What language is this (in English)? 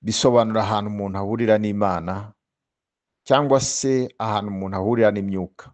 Kinyarwanda